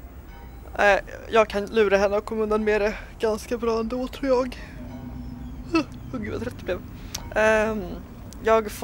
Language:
Swedish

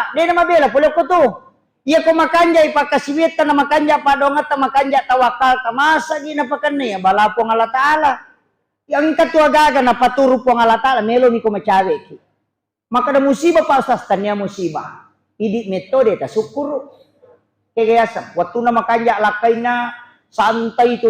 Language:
Buginese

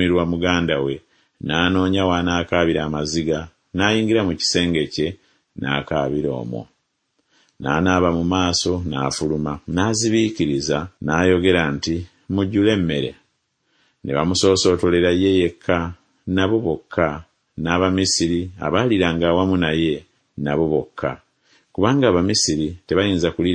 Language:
Ganda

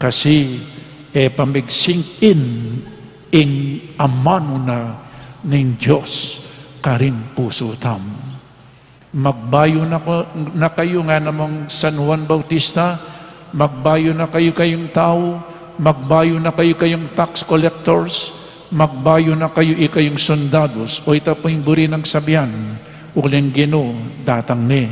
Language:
Pampanga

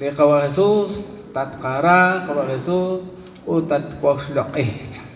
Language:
Kekchí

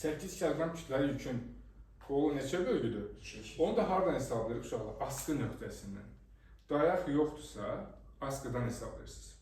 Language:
Azerbaijani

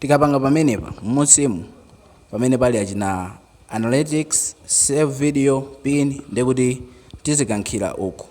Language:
Nyanja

